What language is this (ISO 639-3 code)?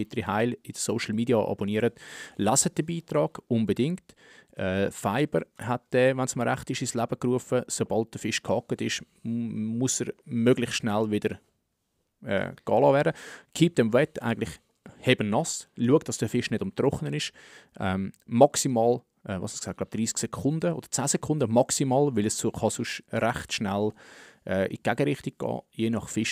gsw